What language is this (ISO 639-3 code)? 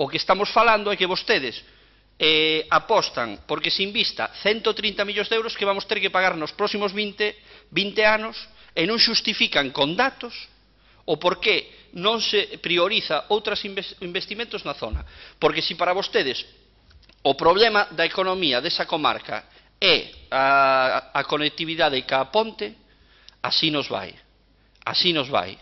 glg